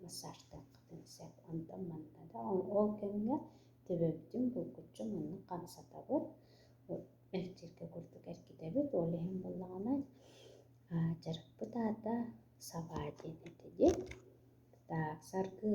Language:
Yakut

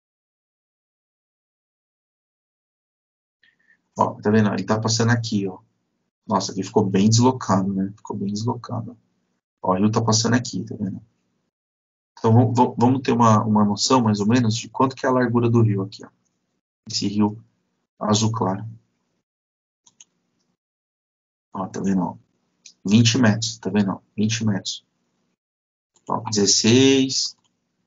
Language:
Portuguese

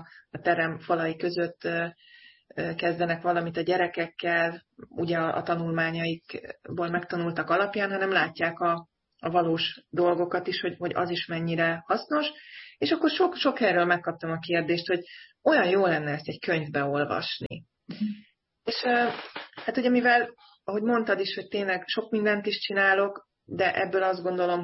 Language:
Hungarian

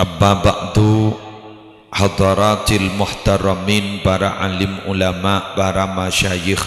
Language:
Madurese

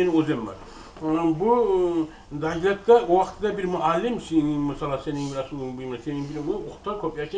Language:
Kumyk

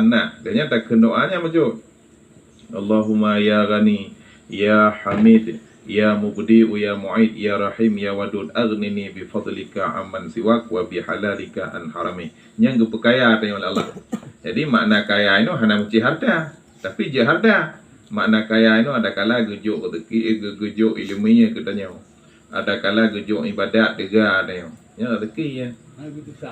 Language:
Achinese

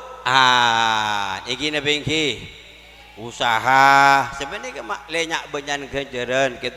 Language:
Madurese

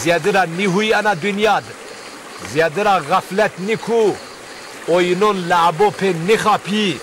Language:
Zaza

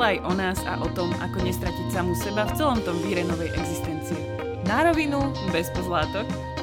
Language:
Slovak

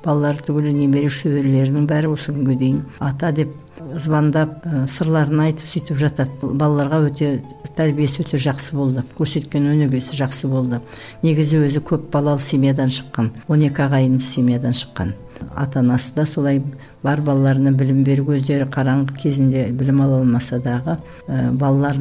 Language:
Kazakh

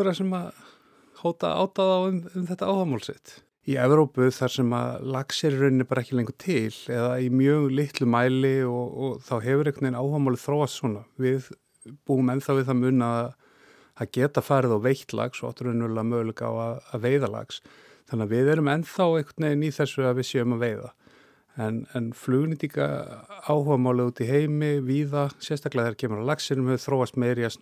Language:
Icelandic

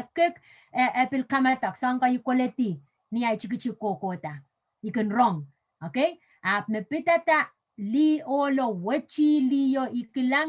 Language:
Pohnpeian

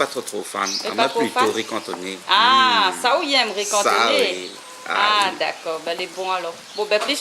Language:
Réunion Creole French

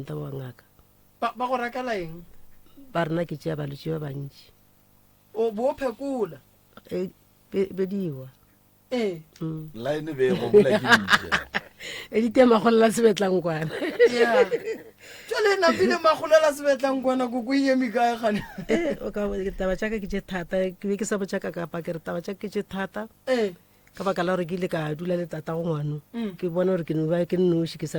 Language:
Northern Sotho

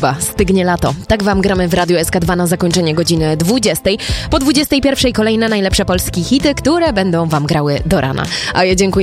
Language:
Polish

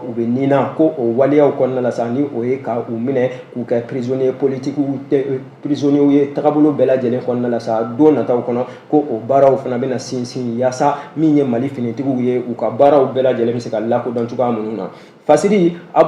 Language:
Bambara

